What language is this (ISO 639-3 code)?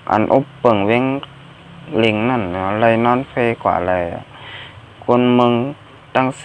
shn